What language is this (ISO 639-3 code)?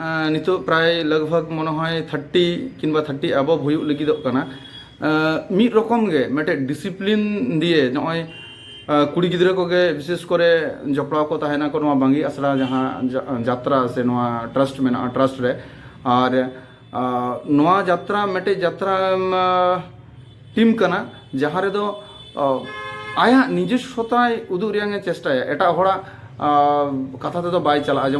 sat